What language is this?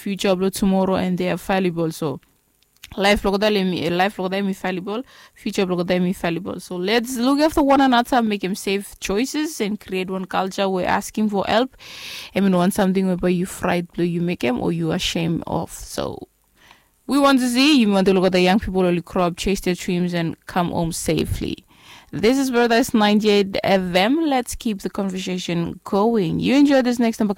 Bislama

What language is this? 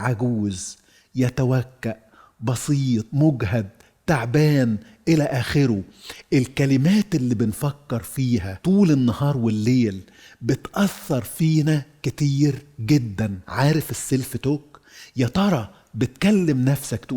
Egyptian Arabic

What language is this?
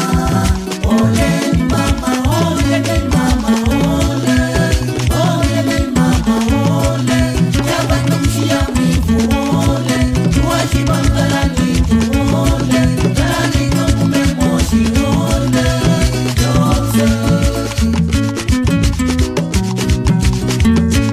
Swahili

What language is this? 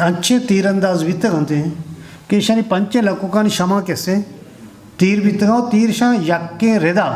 Eastern Balochi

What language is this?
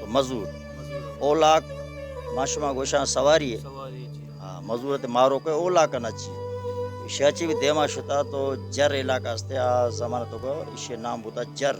Baluchi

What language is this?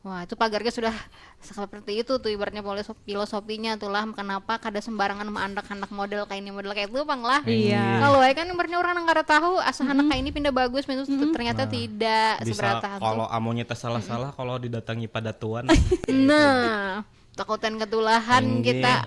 Banjar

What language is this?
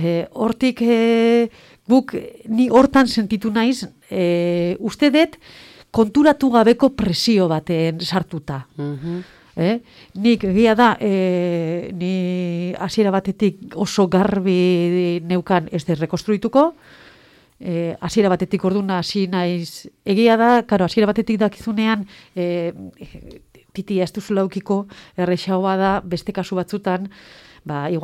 Basque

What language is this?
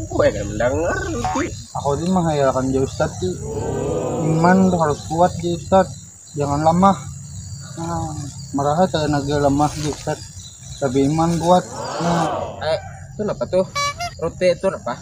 Banjar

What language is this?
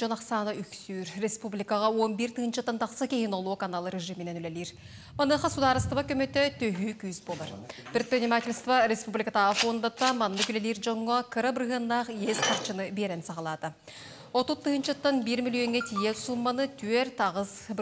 Yakut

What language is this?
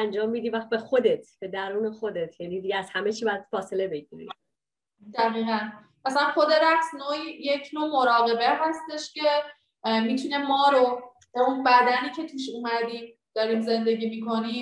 Persian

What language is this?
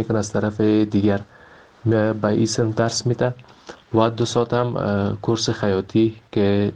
Persian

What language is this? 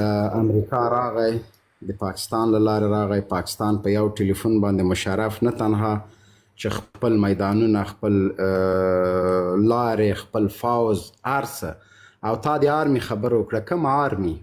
Pashto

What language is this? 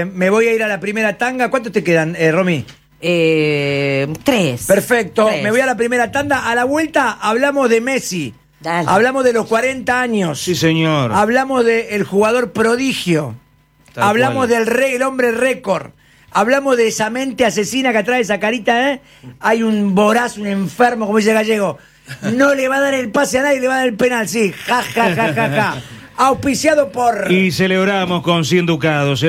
Spanish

